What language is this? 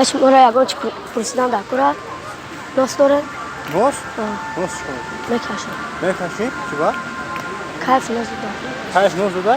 Tajik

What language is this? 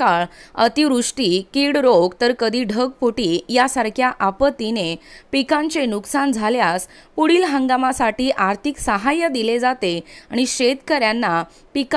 Marathi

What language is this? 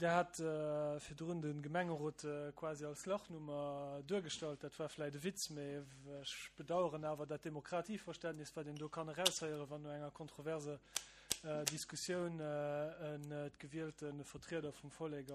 Luxembourgish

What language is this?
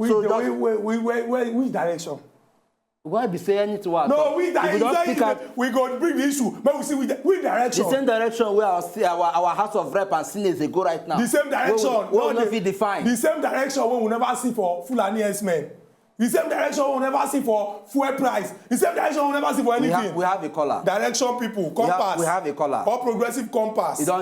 Nigerian Pidgin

